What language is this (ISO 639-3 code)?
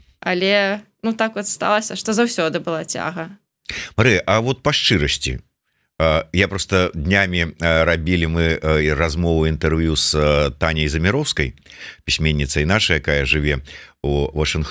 bel